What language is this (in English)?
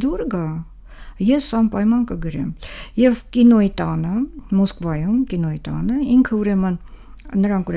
Armenian